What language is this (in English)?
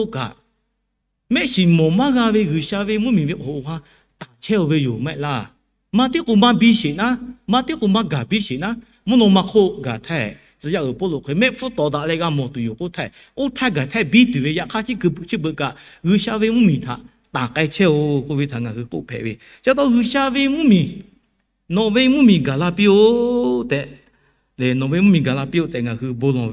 Lahu